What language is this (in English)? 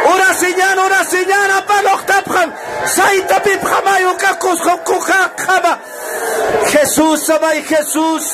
Aymara